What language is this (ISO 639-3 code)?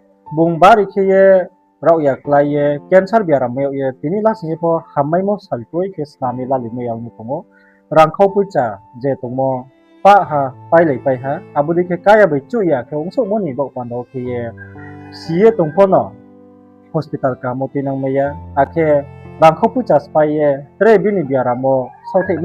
ria